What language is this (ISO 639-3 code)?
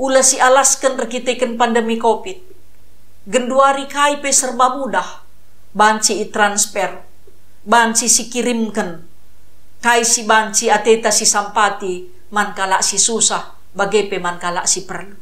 btx